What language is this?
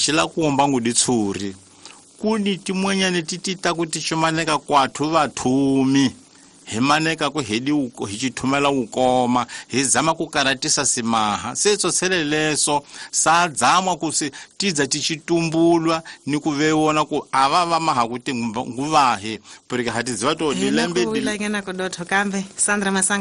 Tsonga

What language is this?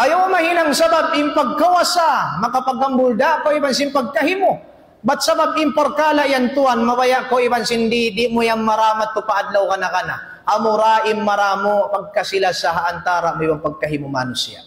Tausug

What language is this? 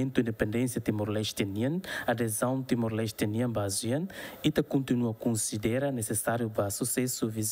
Tetum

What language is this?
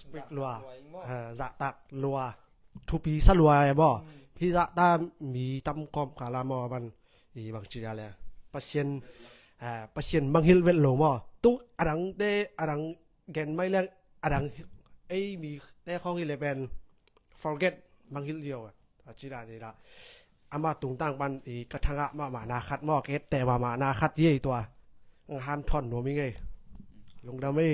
Tedim Chin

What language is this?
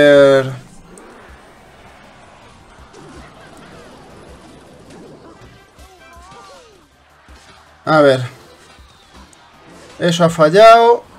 Spanish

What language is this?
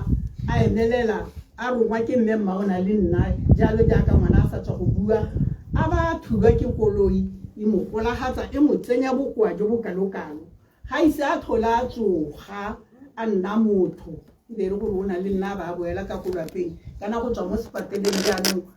Tswana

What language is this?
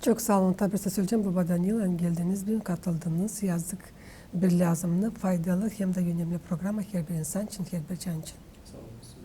Gagauz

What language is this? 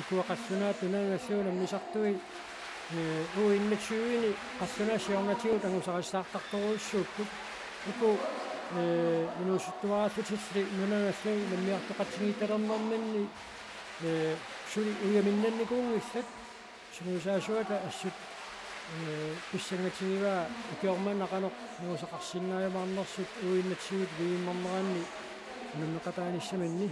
Kalaallisut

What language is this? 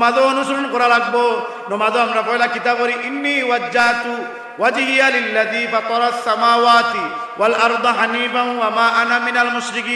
Sylheti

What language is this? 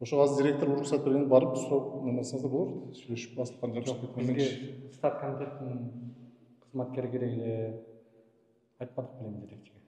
Kyrgyz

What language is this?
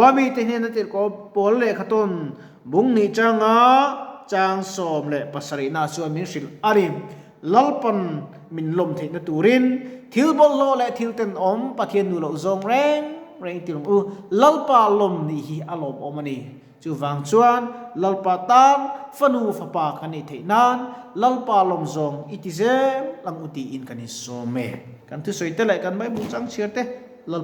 Mizo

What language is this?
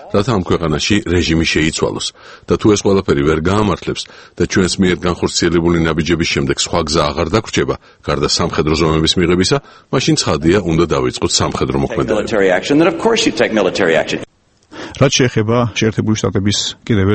Georgian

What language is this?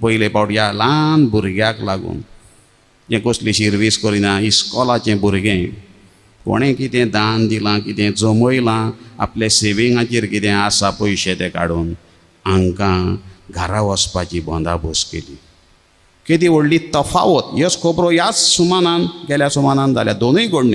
Konkani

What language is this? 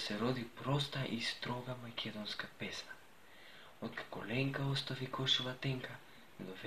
Macedonian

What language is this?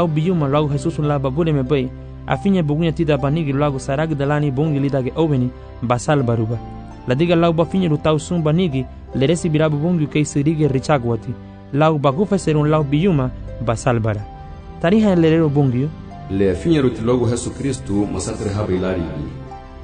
Garifuna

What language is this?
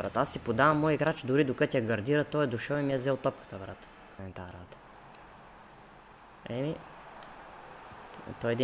Bulgarian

